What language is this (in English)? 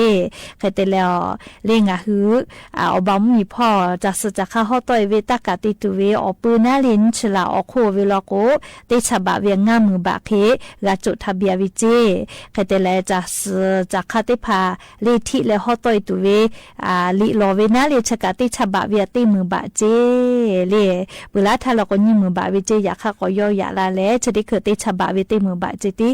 Lahu